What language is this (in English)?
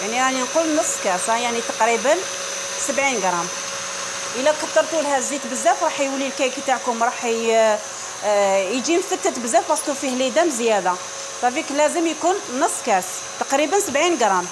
Algerian Arabic